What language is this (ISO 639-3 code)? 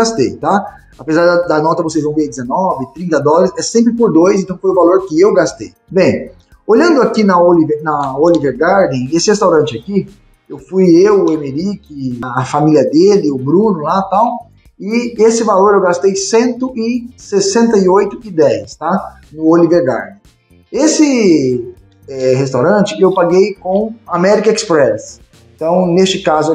por